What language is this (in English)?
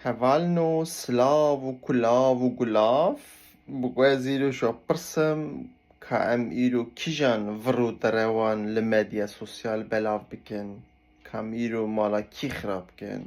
Kurdish